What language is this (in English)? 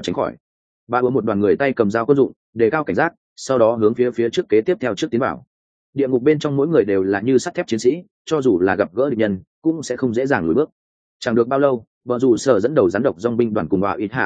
Vietnamese